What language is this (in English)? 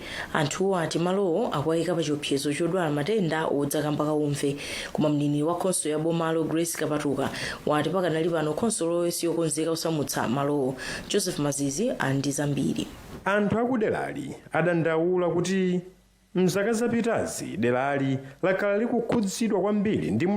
Nyanja